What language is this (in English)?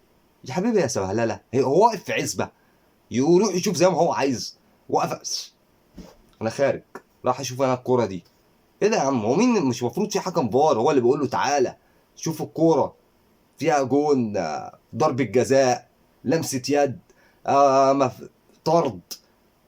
Egyptian Arabic